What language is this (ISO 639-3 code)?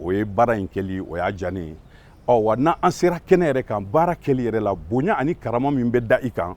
bam